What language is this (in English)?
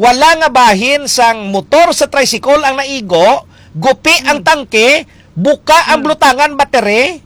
Hiligaynon